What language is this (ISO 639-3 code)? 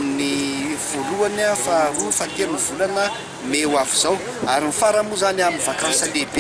mlg